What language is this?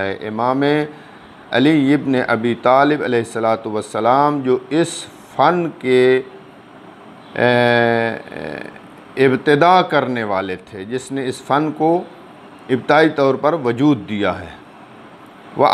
Hindi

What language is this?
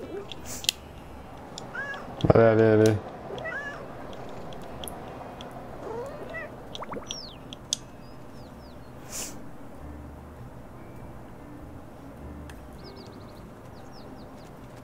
French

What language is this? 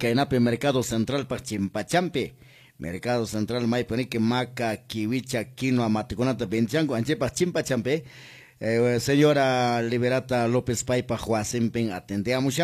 Quechua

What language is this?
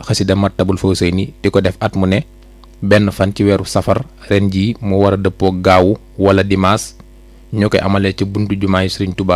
Wolof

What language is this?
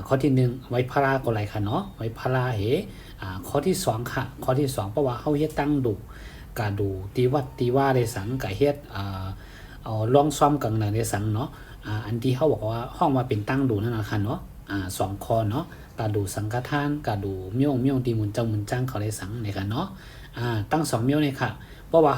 Shan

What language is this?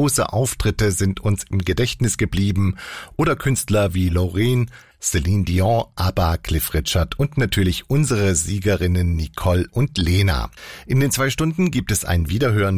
German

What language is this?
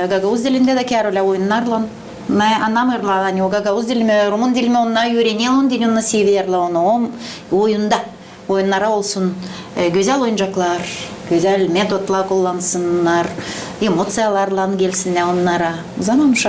Gagauz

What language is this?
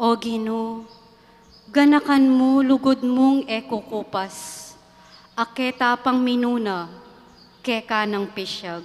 Pampanga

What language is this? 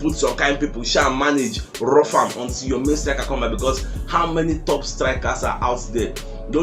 Nigerian Pidgin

